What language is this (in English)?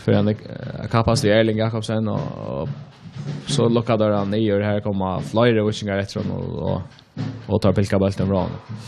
Faroese